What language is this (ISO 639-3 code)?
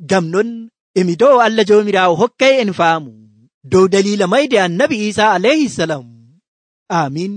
fuv